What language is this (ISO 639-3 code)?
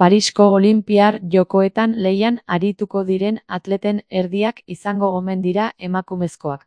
eus